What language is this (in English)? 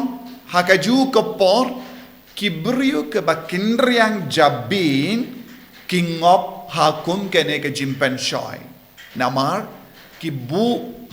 Khasi